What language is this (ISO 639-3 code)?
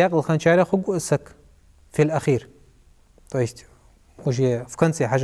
inh